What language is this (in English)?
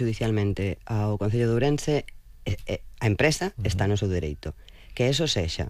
Galician